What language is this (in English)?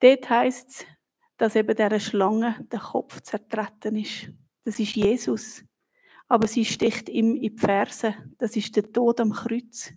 Swiss German